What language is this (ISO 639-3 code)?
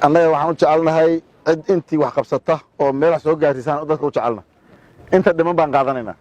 som